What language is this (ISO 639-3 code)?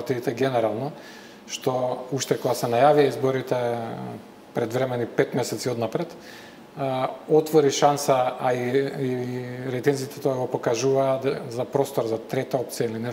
mkd